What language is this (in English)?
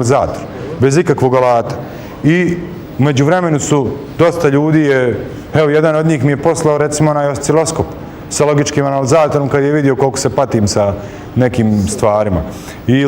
Bosnian